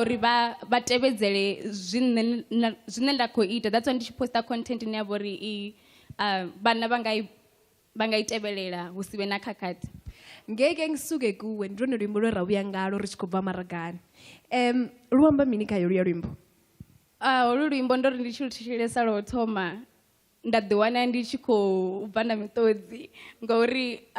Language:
Venda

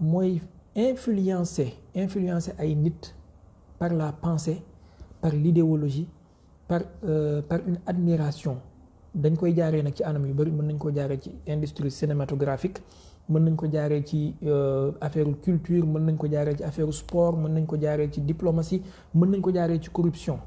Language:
Wolof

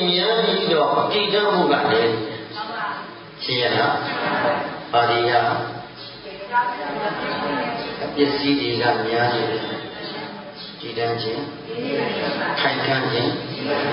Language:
Burmese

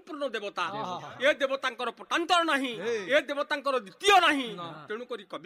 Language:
Odia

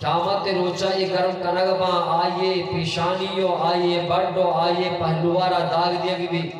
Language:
Eastern Balochi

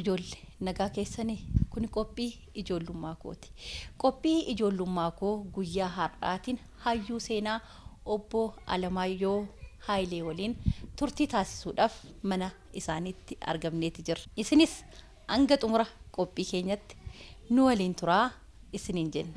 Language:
Oromo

